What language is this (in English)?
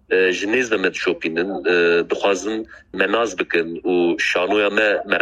Kurdish